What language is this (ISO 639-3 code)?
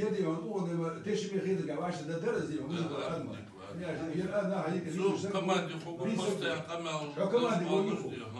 inh